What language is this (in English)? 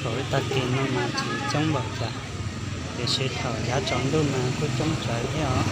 Hmong